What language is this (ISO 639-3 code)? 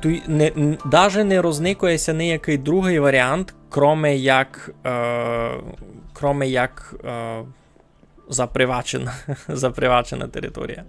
rue